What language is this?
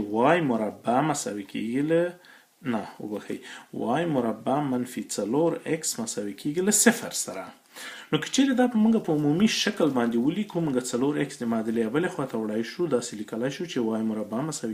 Pashto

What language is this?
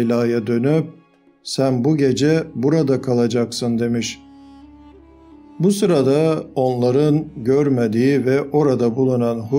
Turkish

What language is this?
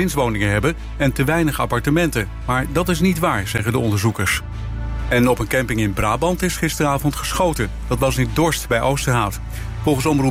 Dutch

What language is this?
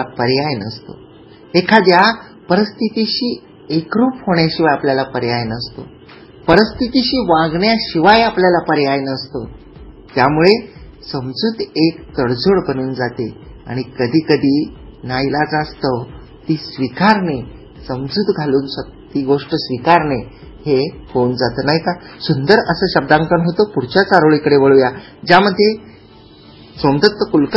Marathi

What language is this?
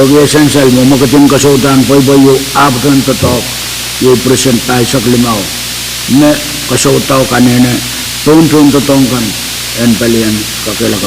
Pohnpeian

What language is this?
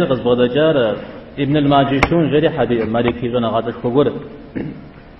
Kabardian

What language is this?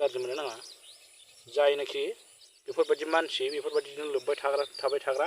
Bodo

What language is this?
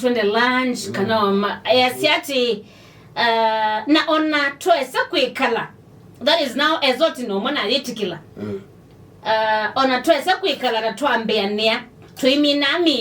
Kamba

